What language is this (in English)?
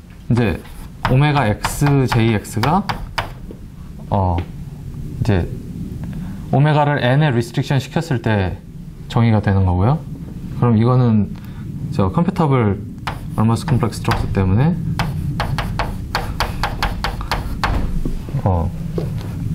Korean